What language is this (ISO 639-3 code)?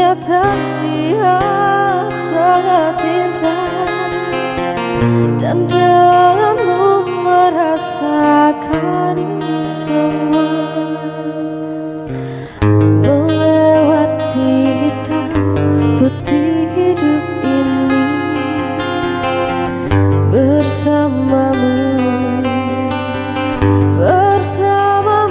ind